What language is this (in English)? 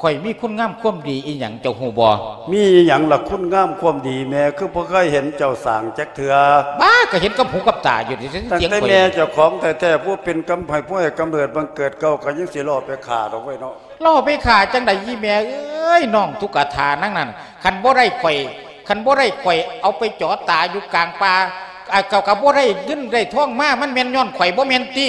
Lao